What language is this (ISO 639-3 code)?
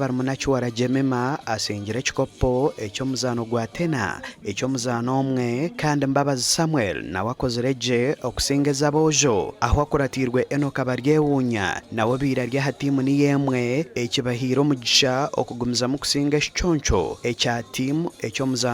nyn